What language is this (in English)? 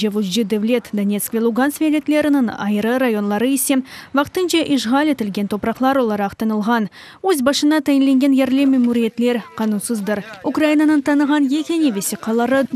Crimean Tatar